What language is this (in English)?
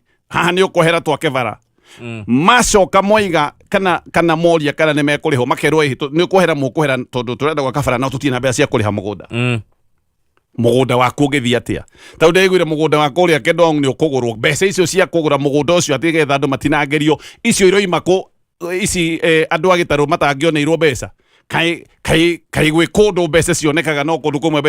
Kikuyu